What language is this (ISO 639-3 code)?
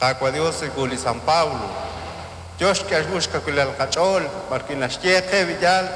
kek